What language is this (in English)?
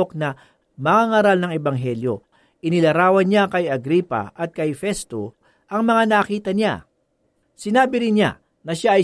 Filipino